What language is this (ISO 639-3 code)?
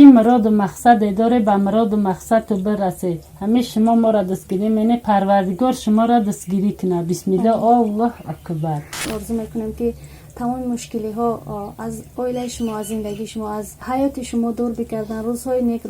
tgk